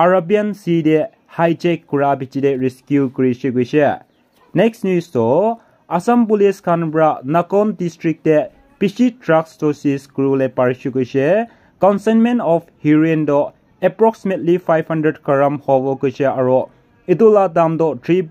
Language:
Naga Pidgin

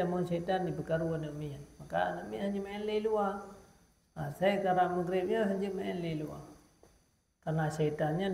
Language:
Achinese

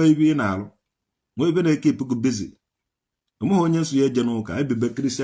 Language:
Igbo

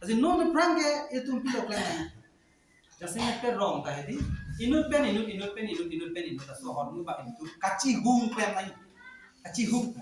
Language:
Karbi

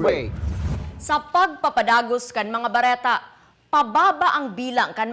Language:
Bikol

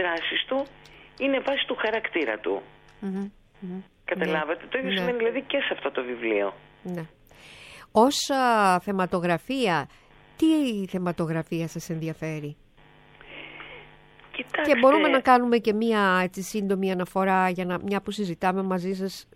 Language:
Greek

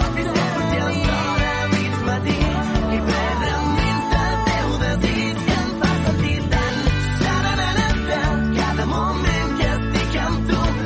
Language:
Catalan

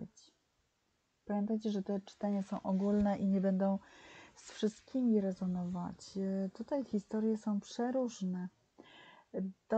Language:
Polish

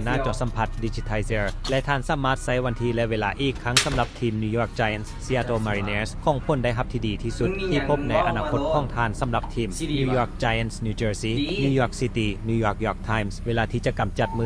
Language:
Lao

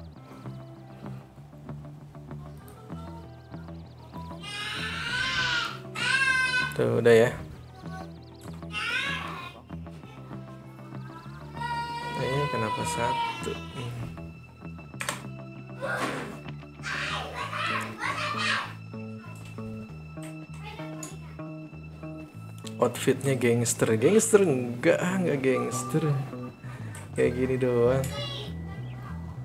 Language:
Indonesian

